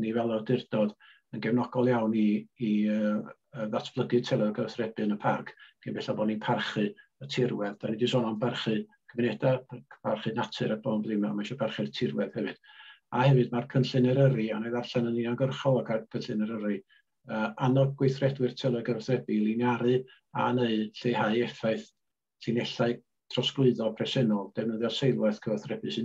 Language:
Welsh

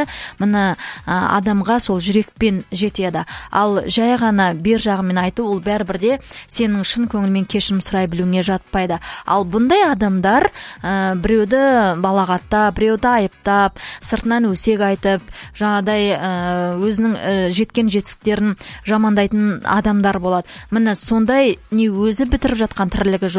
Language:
Kazakh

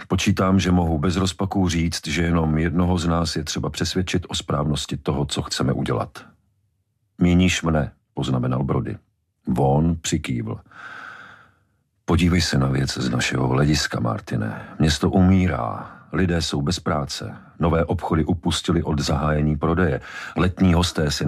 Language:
Czech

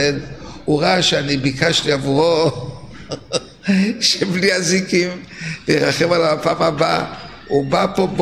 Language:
Hebrew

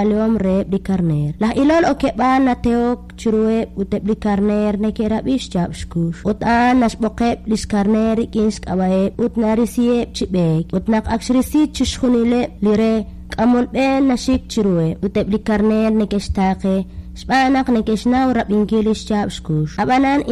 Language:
Kekchí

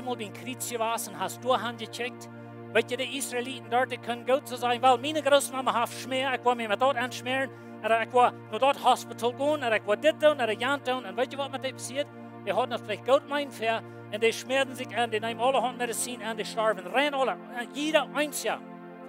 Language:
Plautdietsch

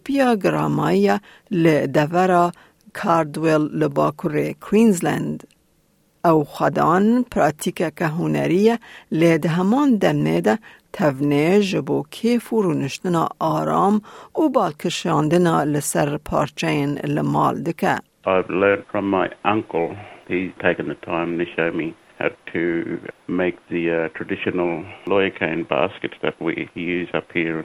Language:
Kurdish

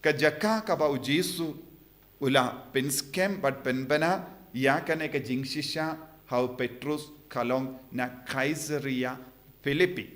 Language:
Khasi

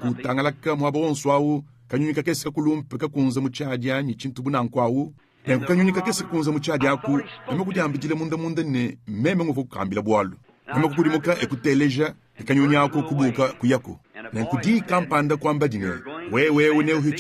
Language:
Luba-Lulua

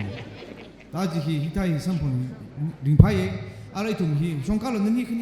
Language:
Tangkhul Naga (India)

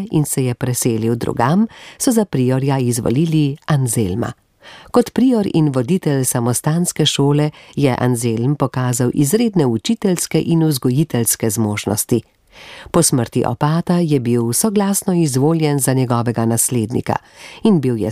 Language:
Slovenian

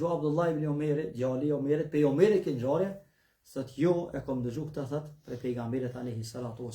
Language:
Albanian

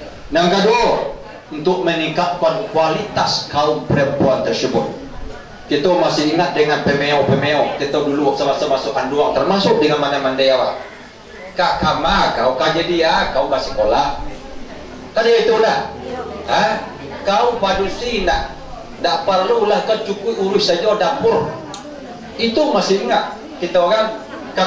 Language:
Minangkabau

